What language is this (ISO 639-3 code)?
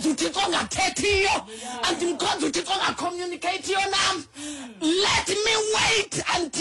xho